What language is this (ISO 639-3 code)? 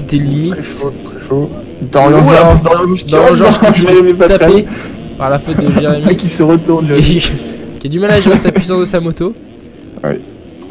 fra